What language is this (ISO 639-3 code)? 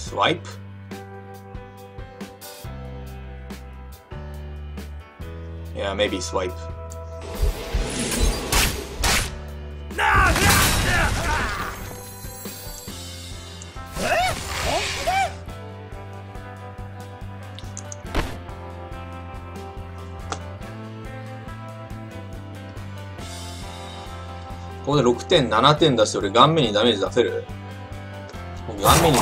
jpn